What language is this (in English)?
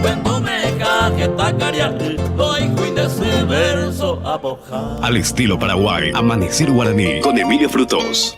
Guarani